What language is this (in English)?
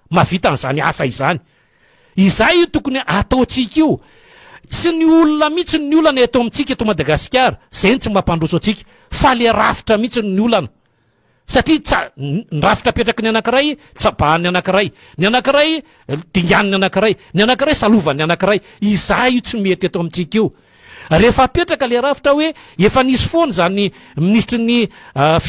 Malagasy